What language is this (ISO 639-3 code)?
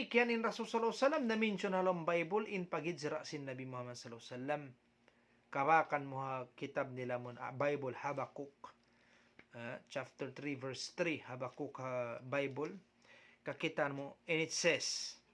tsg